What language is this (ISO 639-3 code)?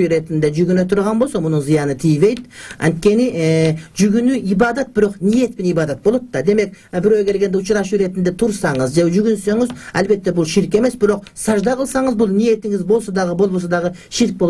kir